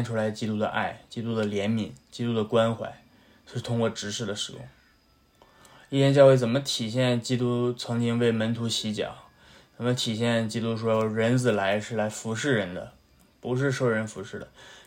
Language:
Chinese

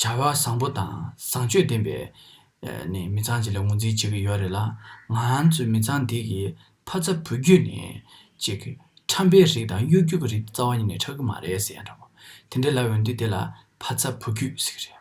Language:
Tibetan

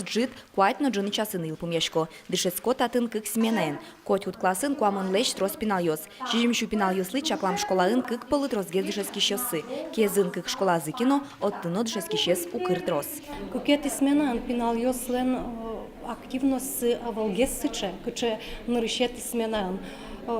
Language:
Udmurt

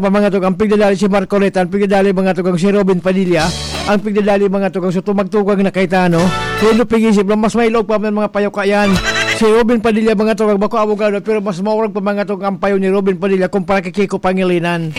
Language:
Bikol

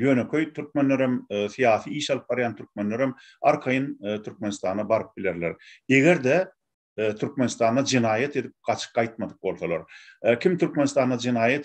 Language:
Turkmen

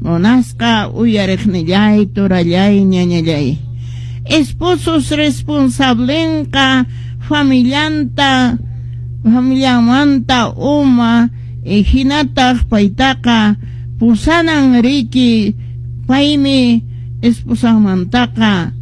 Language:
Quechua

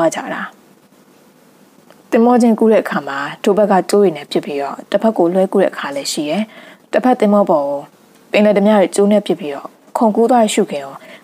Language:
Burmese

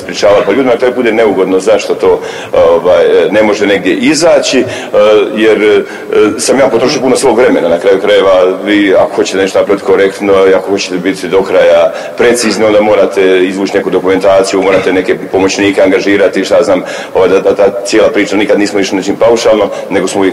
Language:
Croatian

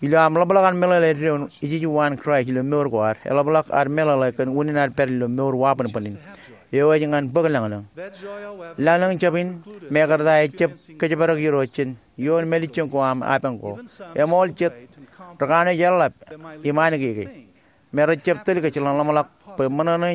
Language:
Marshallese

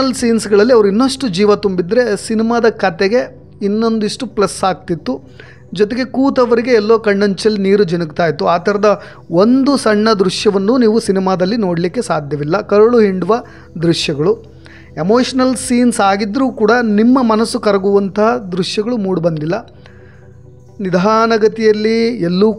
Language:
Kannada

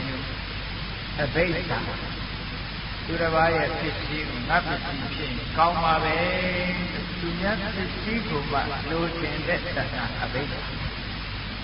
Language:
Burmese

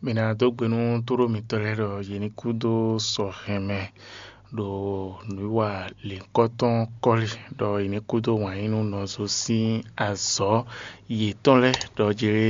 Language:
Fon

